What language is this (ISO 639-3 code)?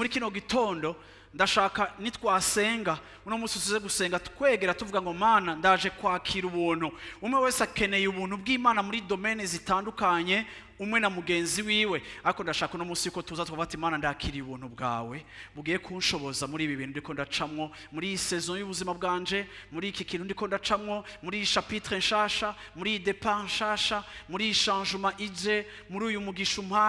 run